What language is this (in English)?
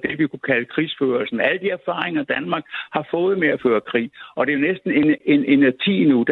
Danish